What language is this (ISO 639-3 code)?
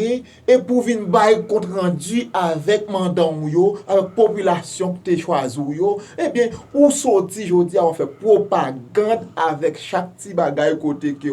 hat